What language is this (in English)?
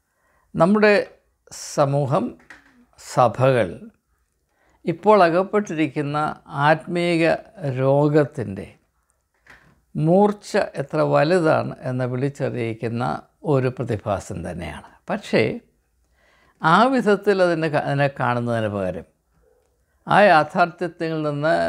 Malayalam